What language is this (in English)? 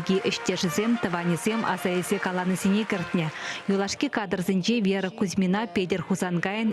Chuvash